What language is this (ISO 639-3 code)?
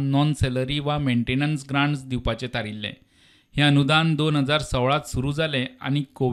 kok